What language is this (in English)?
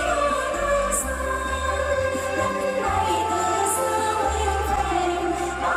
Vietnamese